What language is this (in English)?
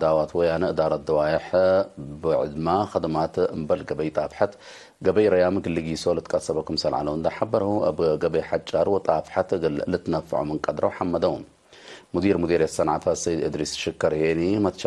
Tigre